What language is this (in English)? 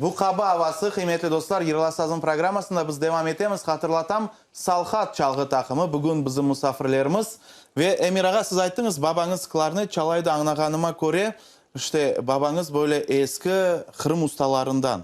Crimean Tatar